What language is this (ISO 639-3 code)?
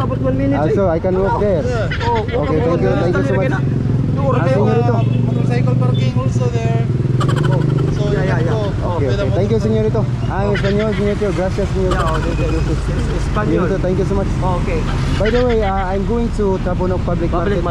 ceb